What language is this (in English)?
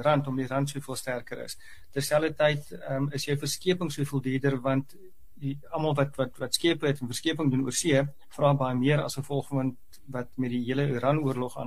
Afrikaans